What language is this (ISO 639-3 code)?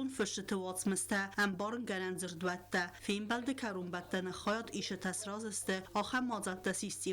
oss